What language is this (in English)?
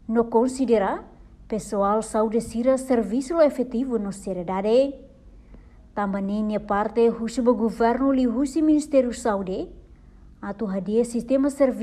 Tetum